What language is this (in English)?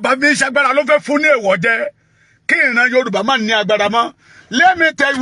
Yoruba